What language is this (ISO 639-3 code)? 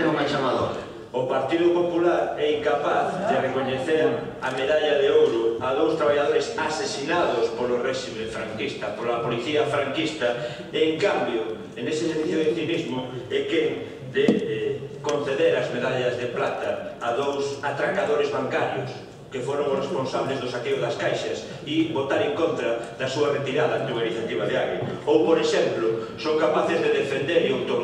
glg